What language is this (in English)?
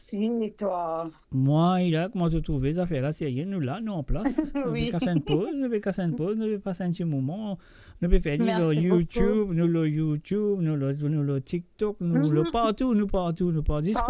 Morisyen